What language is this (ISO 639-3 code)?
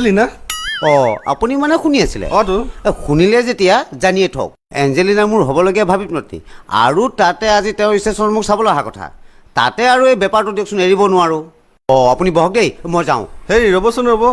asm